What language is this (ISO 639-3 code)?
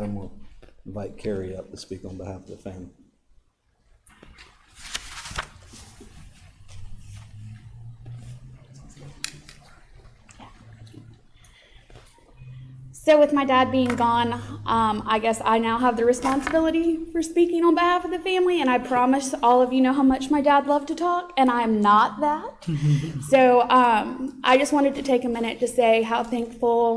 eng